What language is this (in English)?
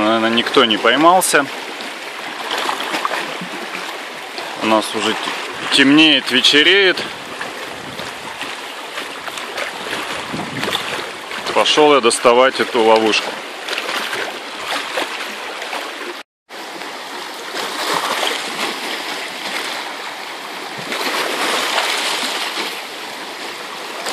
Russian